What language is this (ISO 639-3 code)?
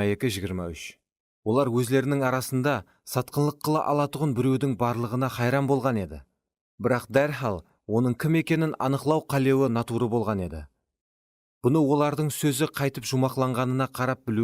kaa